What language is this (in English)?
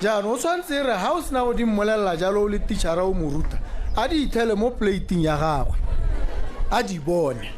Tswana